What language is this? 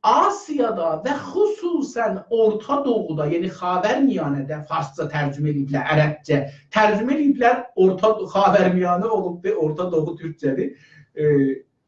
South Azerbaijani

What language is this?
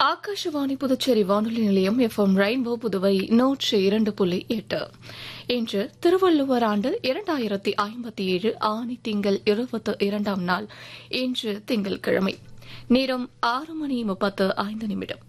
Tamil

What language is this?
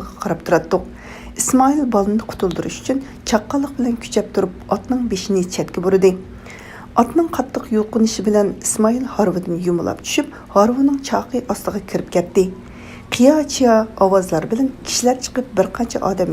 Uyghur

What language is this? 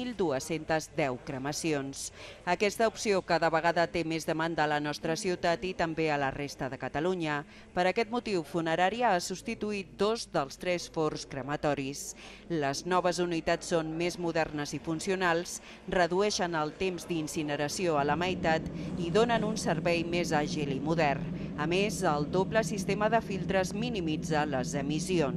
Catalan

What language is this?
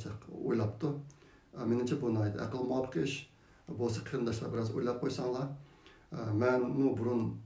Uyghur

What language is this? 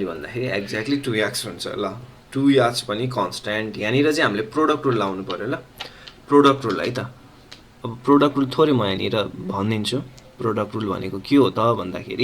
Nepali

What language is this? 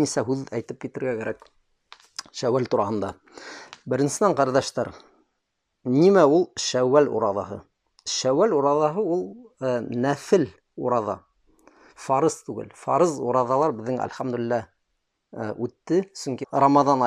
Bashkir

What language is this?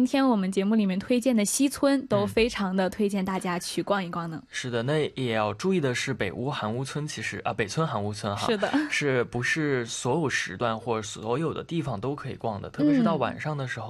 Chinese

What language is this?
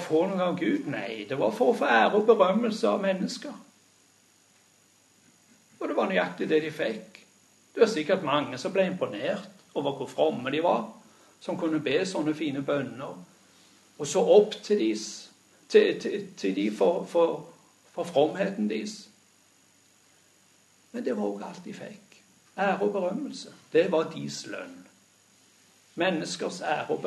Norwegian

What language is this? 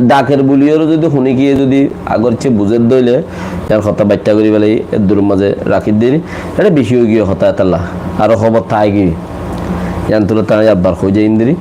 Rohingya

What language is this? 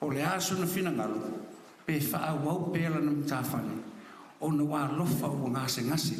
Samoan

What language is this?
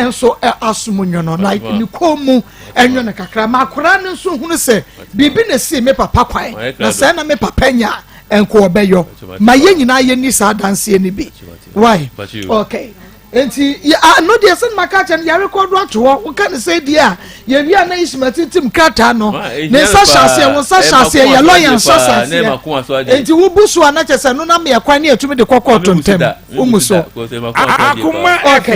Akan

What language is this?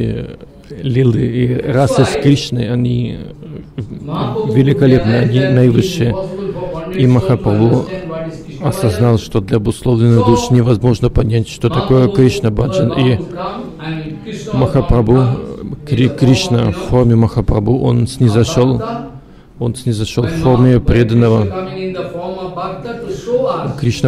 Russian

